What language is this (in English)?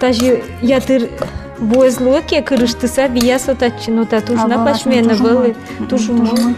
Udmurt